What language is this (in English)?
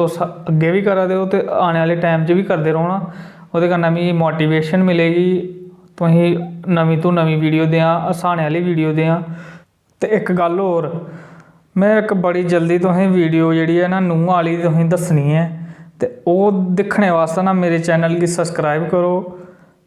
Dogri